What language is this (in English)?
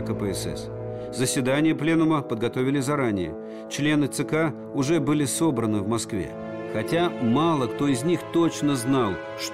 Russian